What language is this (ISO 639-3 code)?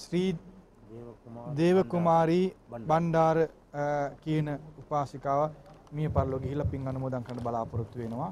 sin